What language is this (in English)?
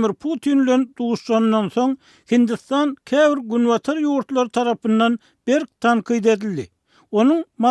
Turkmen